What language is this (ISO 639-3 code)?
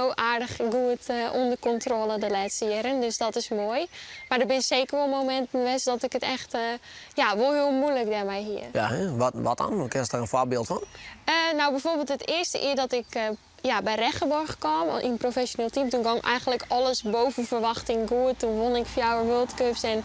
fry